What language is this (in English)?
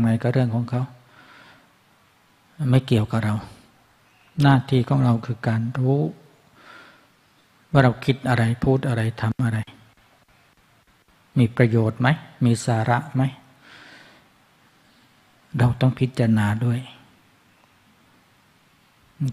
Thai